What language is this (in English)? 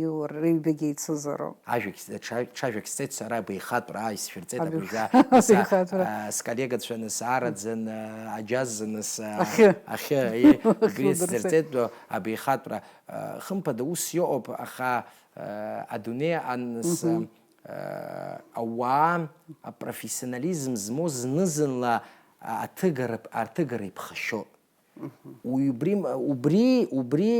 Abkhazian